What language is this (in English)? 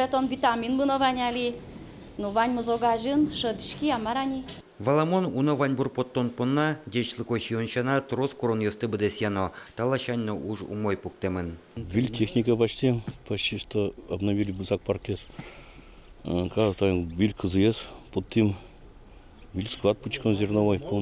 Udmurt